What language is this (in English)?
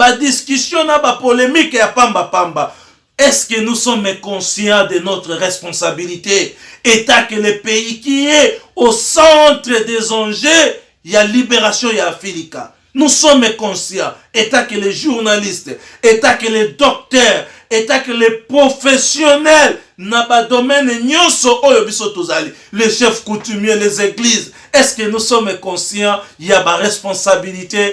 Lingala